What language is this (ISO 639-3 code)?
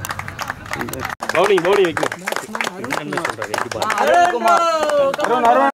tam